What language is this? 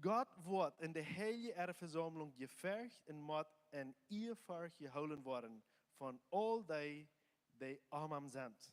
Plautdietsch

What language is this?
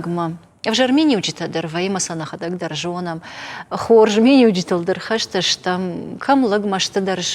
Ossetic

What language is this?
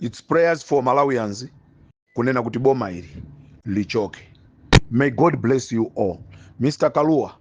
Nyanja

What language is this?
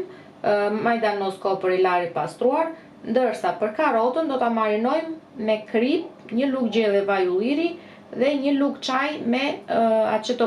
Albanian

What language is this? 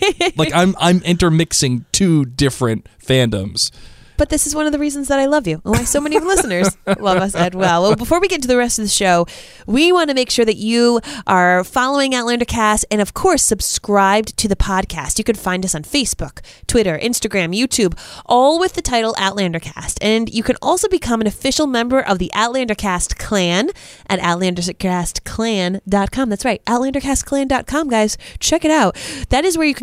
English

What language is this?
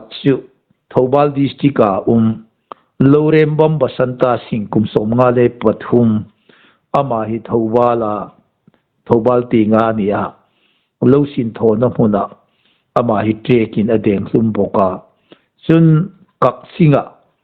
Hmar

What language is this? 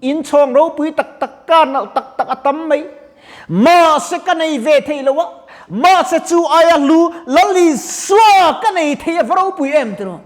Mizo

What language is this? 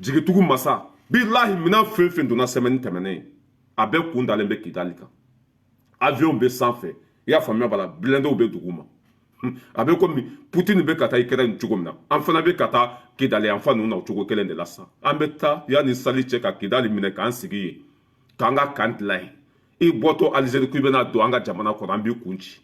Bambara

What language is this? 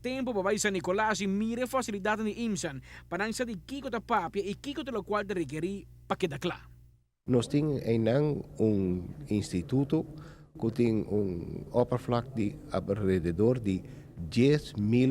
Papiamento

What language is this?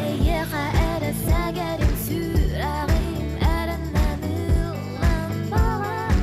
Yakut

